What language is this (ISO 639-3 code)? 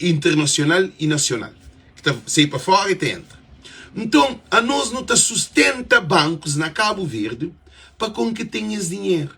kea